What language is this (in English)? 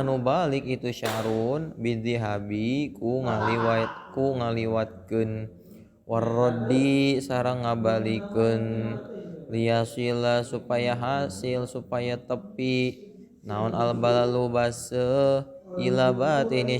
Sundanese